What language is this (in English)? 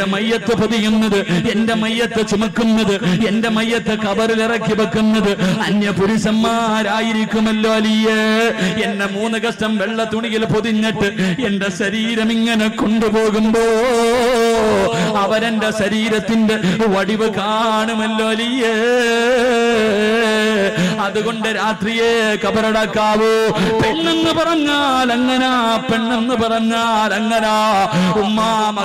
Malayalam